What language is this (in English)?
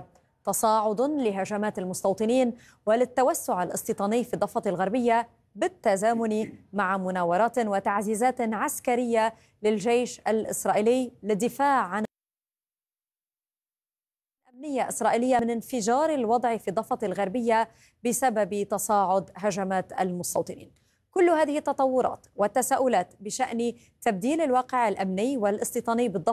Arabic